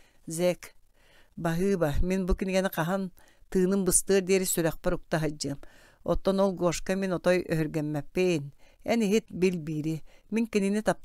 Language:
Yakut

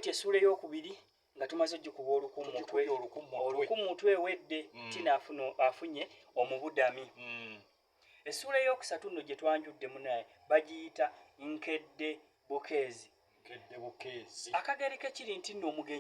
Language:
Ganda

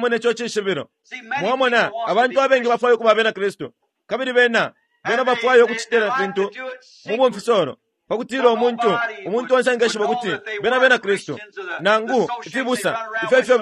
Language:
Bemba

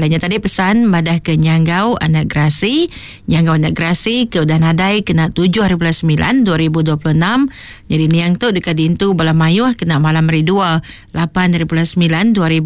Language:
Iban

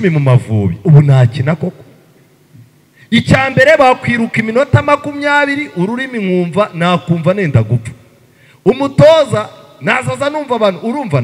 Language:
Kinyarwanda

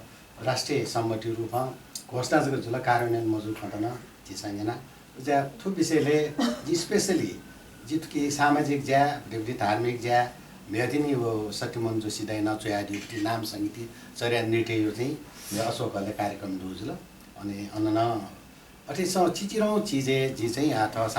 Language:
Newari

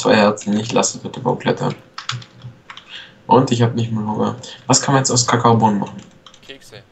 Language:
German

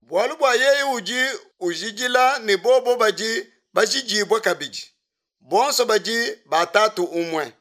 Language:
Luba-Lulua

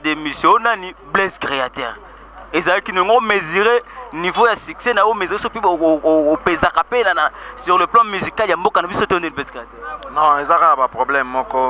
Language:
Lingala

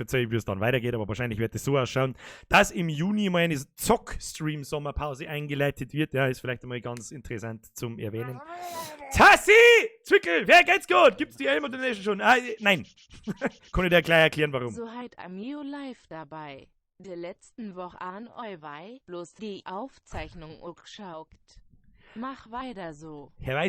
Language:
Bavarian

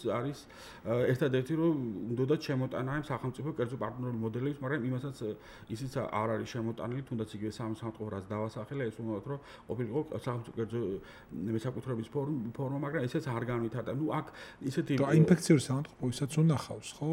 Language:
Georgian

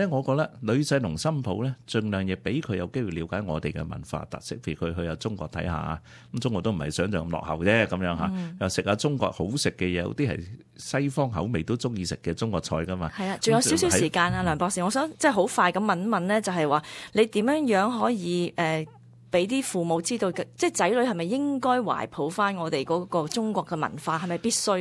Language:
Cantonese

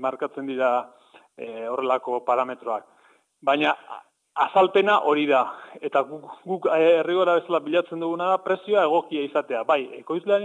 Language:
Basque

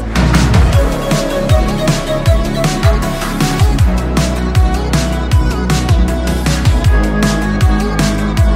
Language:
Kazakh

